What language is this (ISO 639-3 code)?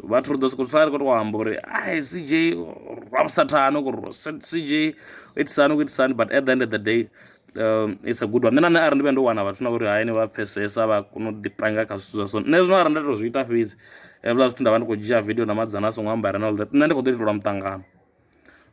ven